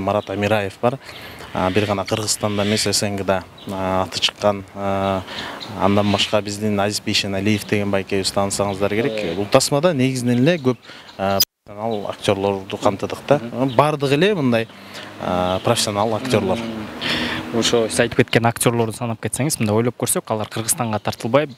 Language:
Kyrgyz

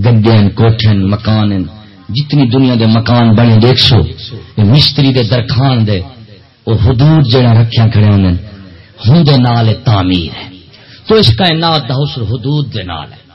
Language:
Saraiki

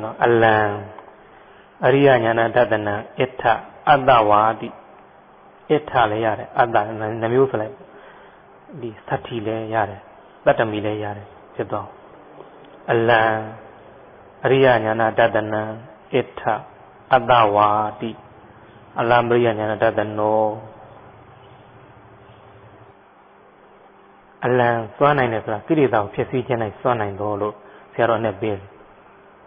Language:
Burmese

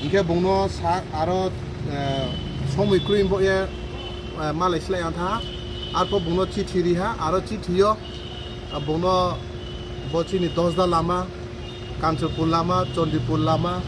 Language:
Riang (India)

